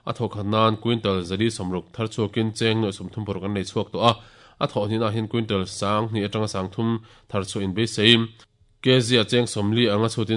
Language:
Mizo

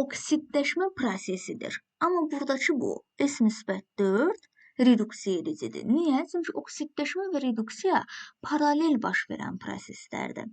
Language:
Azerbaijani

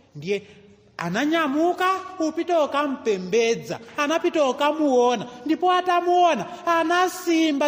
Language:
Nyanja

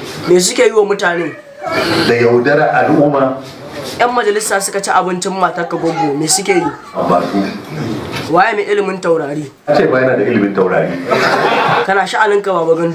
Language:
Hausa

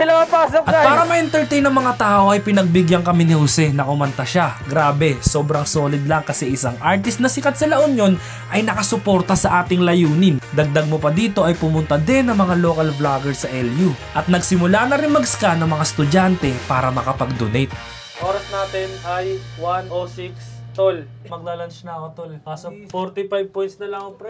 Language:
Filipino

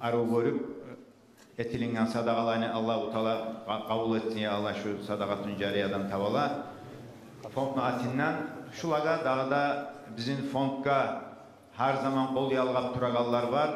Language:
Kumyk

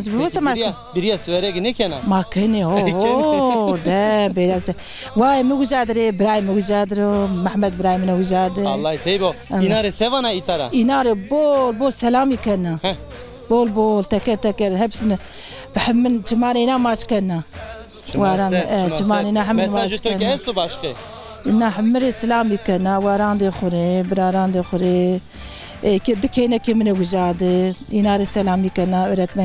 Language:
Zaza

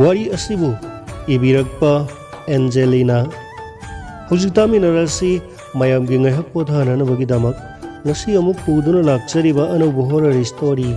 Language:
Manipuri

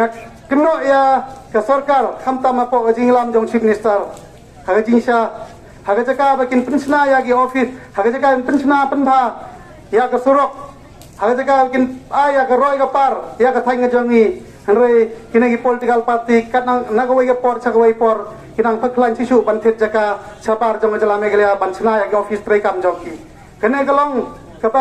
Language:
Khasi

